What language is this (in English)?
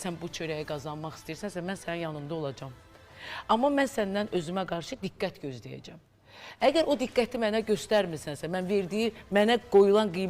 Azerbaijani